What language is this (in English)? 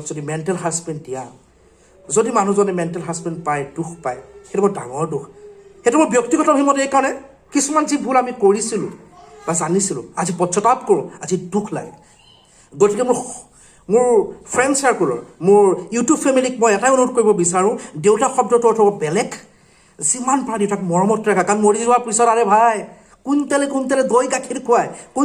Assamese